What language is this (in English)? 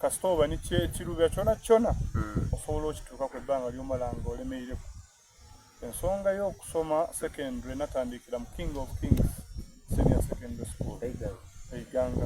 Soga